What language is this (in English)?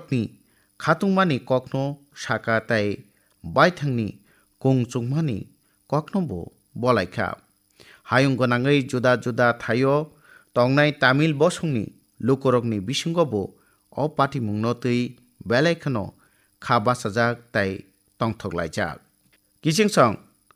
Kok Borok